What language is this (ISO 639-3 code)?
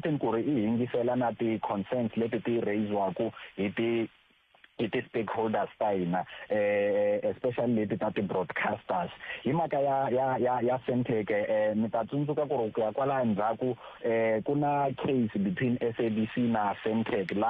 tso